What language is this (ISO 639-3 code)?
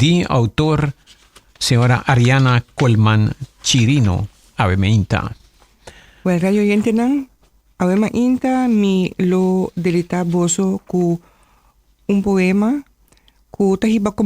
pap